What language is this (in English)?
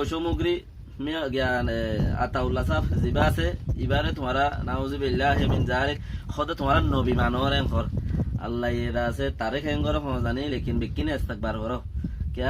Rohingya